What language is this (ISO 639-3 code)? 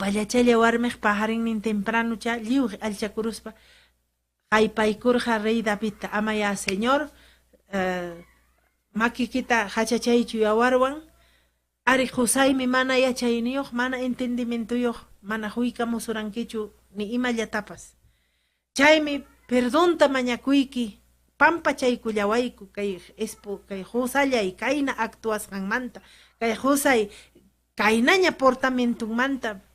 quy